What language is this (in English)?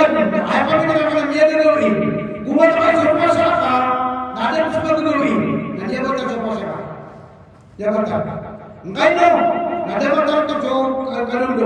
Maranao